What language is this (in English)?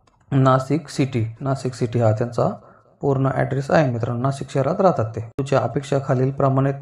Marathi